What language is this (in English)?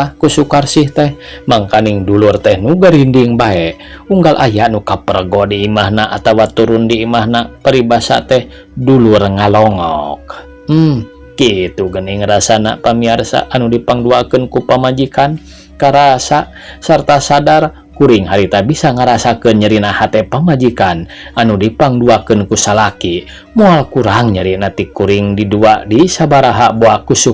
Sundanese